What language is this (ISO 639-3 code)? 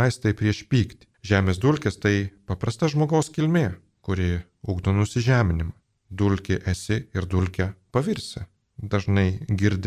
lit